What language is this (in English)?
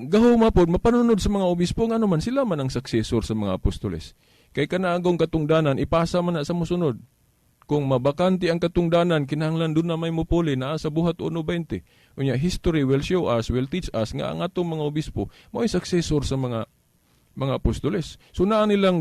Cebuano